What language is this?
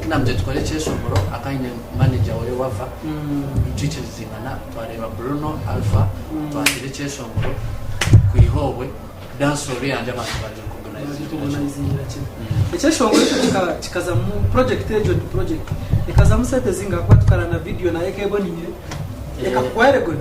Nyankole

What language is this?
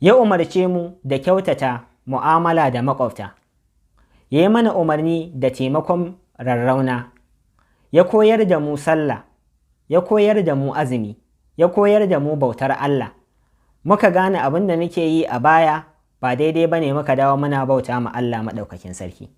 Hausa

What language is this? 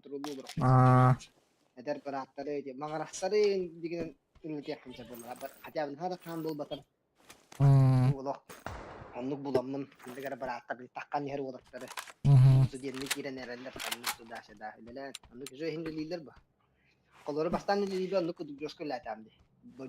Yakut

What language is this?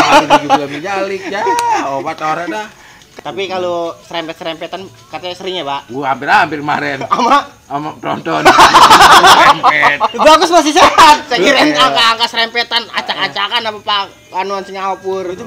Betawi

